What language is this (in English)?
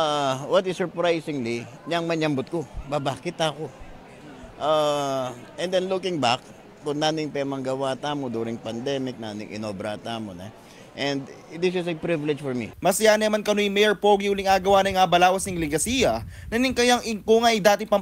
Pampanga